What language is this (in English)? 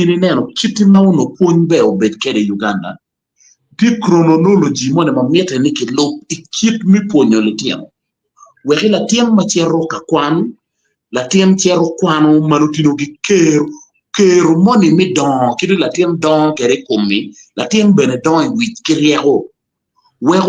Acoli